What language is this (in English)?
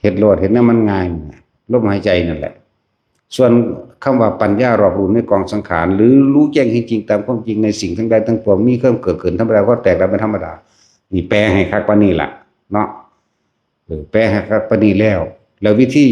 Northeastern Thai